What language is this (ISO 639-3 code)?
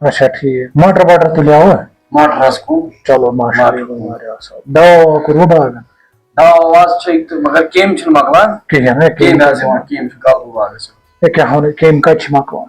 kas